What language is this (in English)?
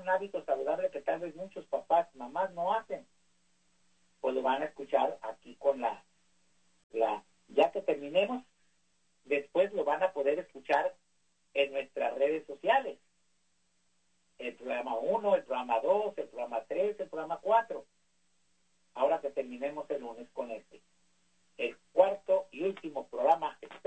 Spanish